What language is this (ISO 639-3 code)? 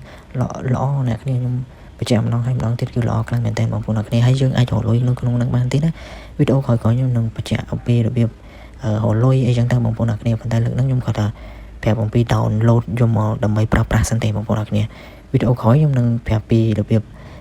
khm